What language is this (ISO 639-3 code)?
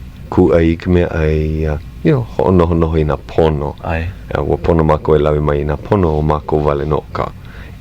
haw